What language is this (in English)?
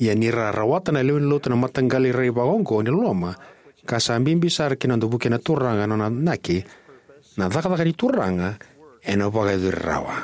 Fijian